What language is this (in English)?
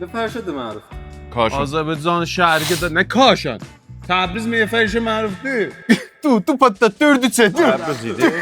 South Azerbaijani